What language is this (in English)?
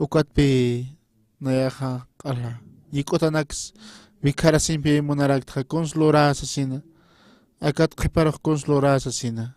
Aymara